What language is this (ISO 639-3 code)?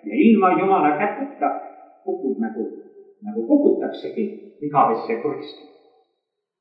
est